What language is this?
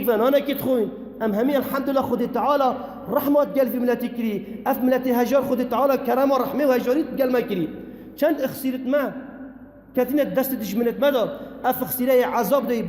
Kurdish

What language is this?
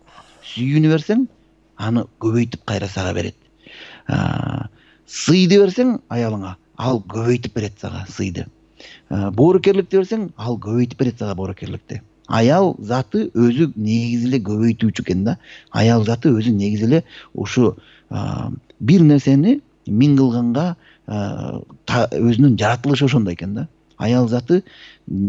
Kyrgyz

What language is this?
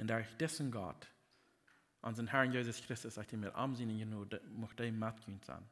Plautdietsch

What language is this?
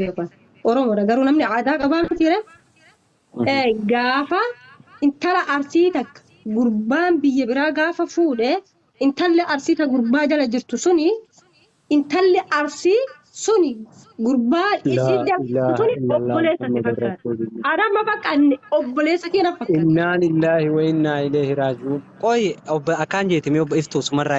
Oromo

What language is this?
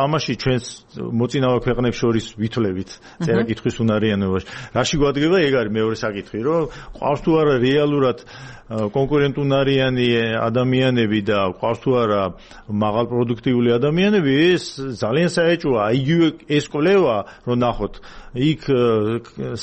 Georgian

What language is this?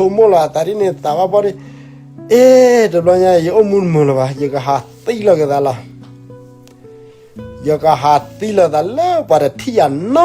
S'gaw Karen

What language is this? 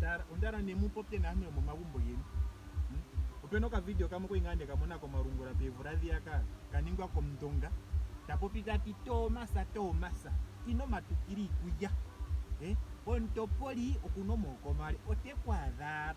Ndonga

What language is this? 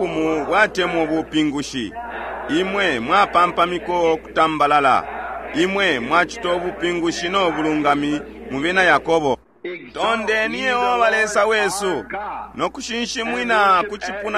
Bemba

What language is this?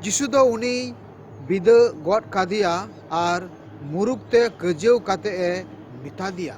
Santali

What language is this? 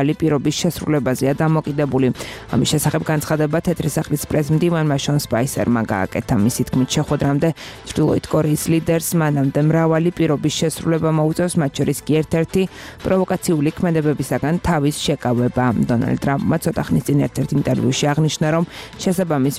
Georgian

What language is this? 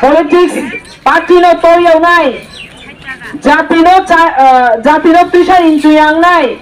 Riang (India)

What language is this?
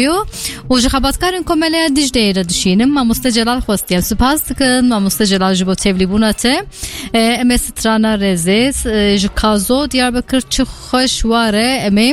Kurdish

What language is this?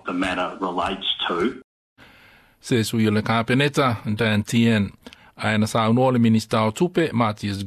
Samoan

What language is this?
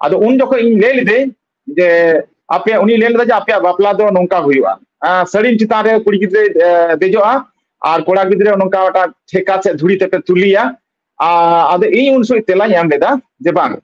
Santali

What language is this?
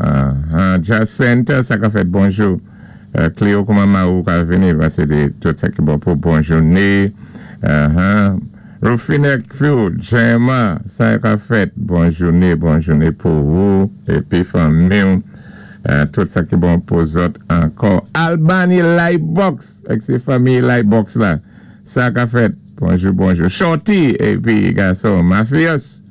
Saint Lucian Creole French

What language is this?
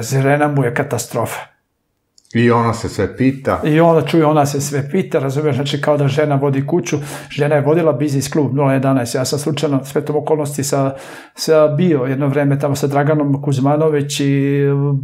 Serbian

